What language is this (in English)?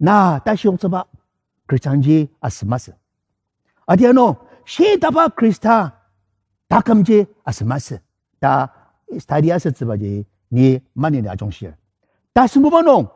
Ao Naga